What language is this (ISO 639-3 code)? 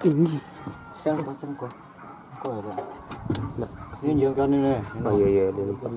min